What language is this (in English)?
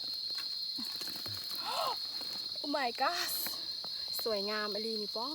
Lao